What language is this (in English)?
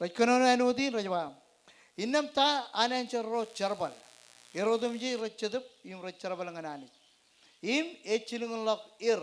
Marshallese